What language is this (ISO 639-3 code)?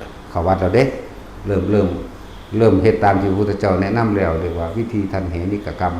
tts